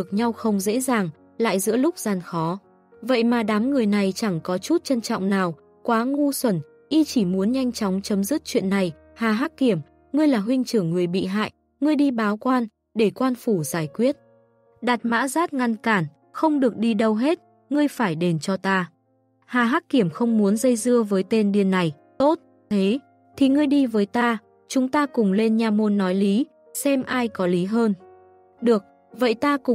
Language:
Vietnamese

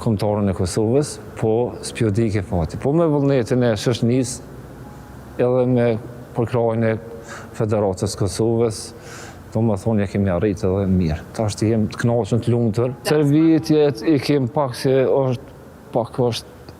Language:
Albanian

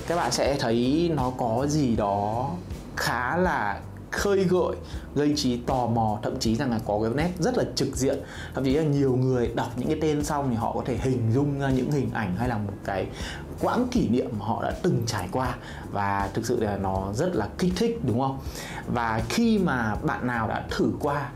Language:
Vietnamese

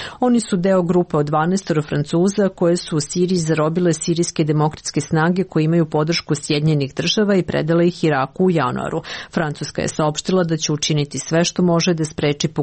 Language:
Serbian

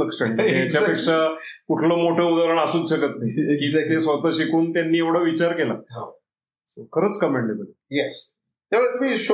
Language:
Marathi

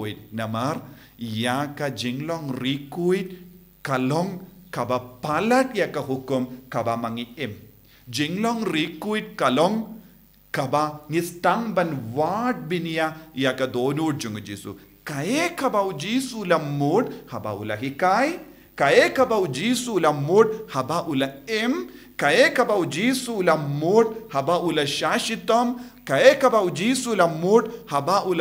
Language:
Khasi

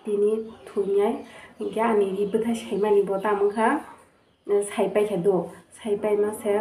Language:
Kok Borok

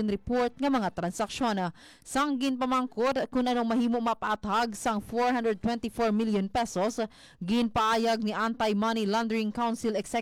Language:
Hiligaynon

